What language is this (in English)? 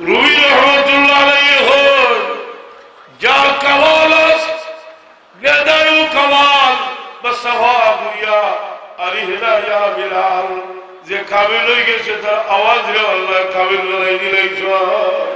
Sylheti